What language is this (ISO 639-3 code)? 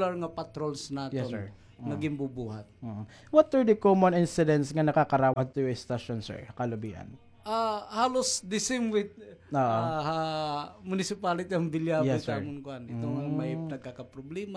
war